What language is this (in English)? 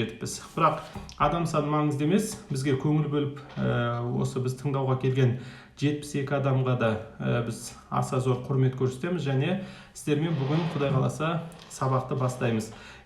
Kazakh